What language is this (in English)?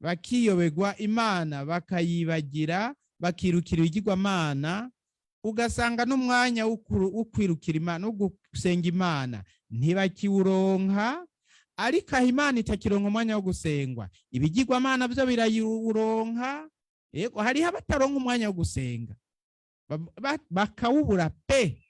Rundi